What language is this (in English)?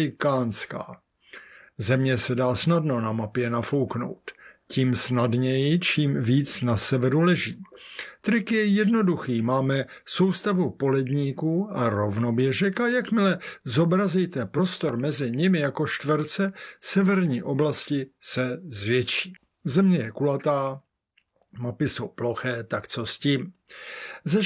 Czech